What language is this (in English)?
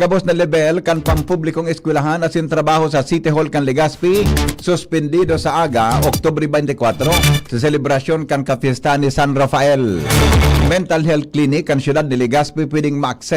Bikol